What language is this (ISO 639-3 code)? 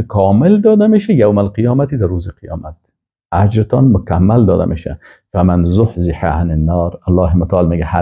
fas